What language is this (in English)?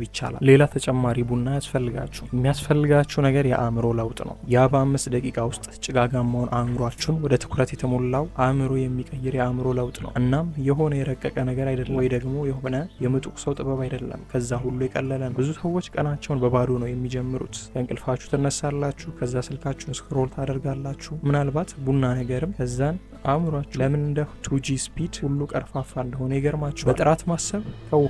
Amharic